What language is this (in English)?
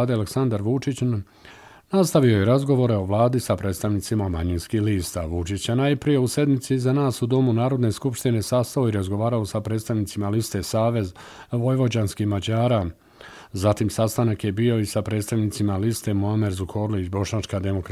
Bosnian